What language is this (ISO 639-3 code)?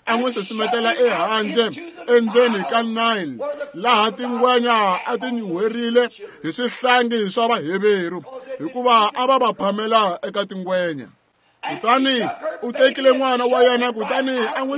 tso